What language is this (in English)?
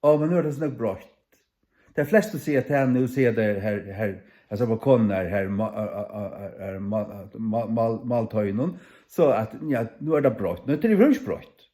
Faroese